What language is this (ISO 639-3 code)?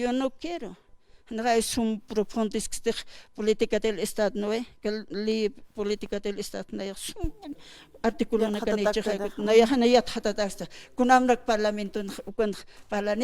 aym